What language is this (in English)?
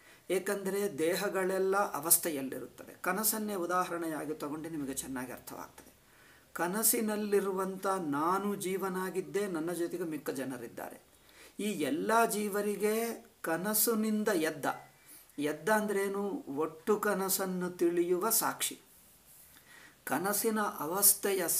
Kannada